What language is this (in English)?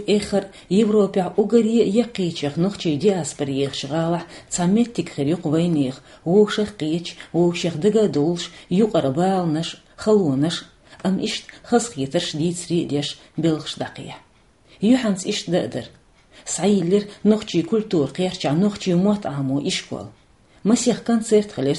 Chechen